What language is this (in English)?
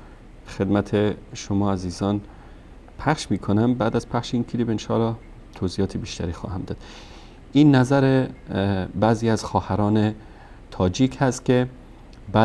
Persian